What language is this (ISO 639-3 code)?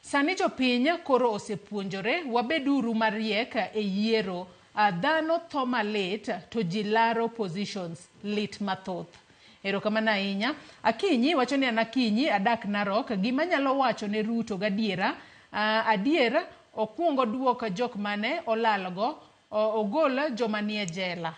luo